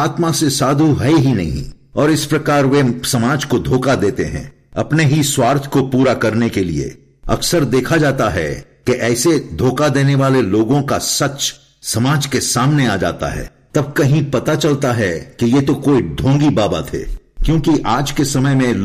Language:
Hindi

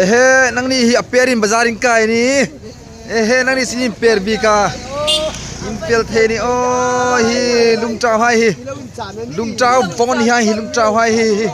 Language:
Hmar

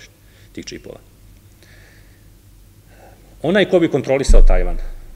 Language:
Serbian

